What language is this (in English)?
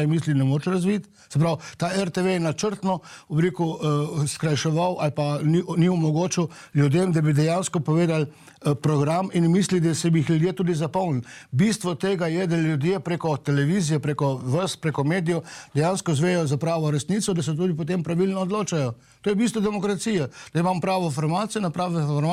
Slovenian